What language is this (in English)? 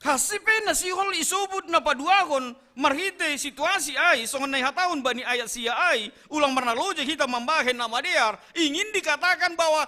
Batak Simalungun